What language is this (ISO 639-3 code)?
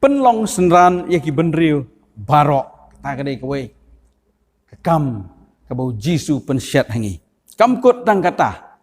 kha